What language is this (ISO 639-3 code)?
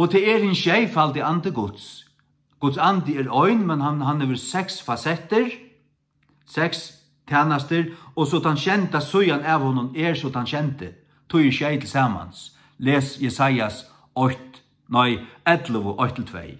fao